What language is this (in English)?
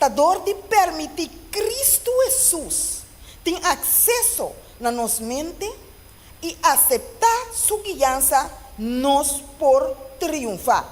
Papiamento